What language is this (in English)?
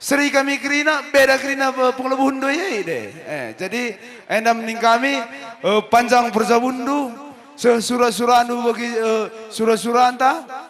Batak Karo